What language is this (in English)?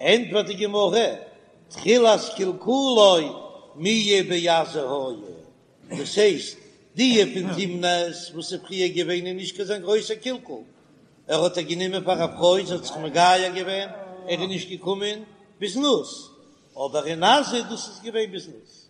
Yiddish